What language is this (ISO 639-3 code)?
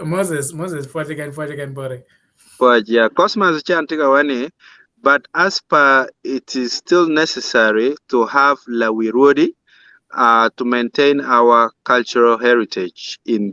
ach